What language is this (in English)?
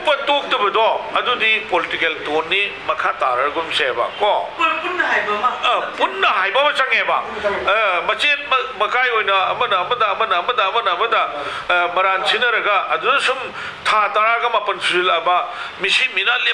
Manipuri